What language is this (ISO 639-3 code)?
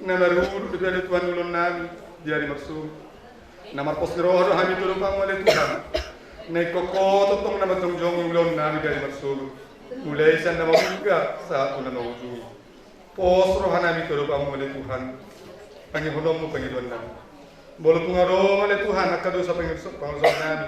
bbc